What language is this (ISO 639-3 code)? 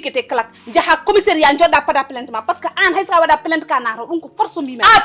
ful